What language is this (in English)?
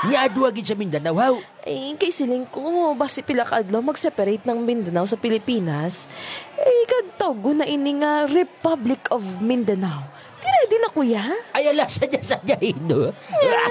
Hiligaynon